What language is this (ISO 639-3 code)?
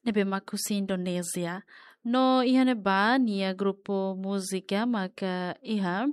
tet